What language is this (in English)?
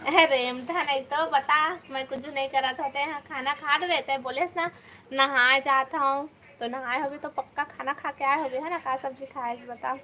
Chhattisgarhi